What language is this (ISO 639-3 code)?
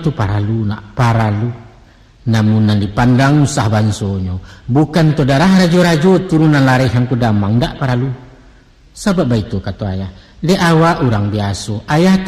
min